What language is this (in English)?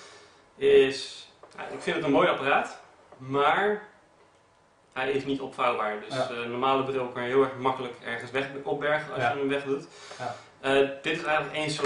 Dutch